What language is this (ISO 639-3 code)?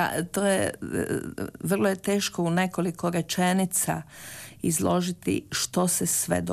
hrv